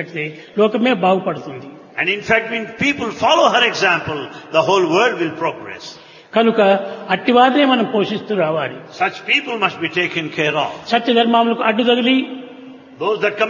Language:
Telugu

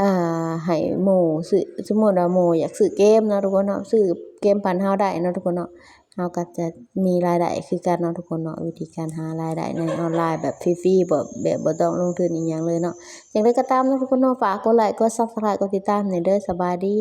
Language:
Lao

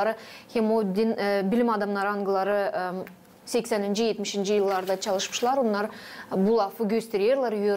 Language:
Gagauz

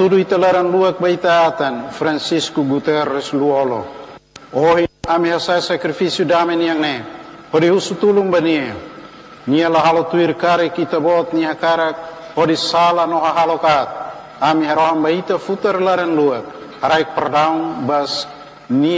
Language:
Tetum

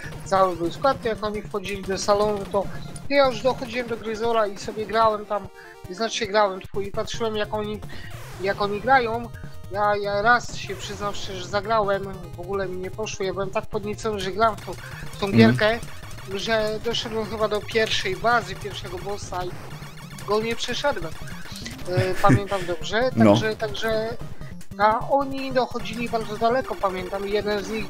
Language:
Polish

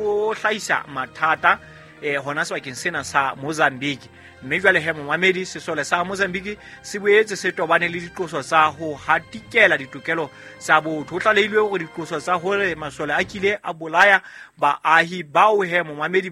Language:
Southern Sotho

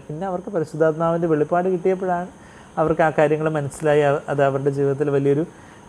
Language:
Malayalam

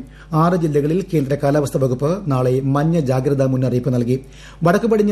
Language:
Malayalam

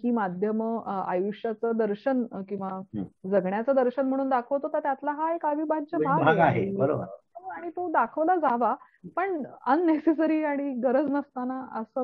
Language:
Marathi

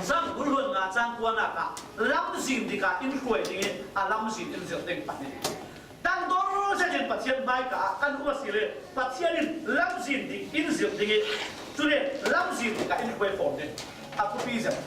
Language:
Falam Chin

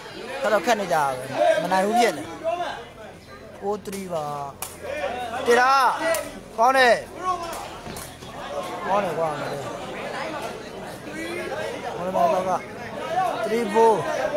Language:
Burmese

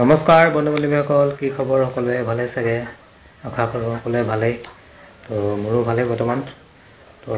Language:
Assamese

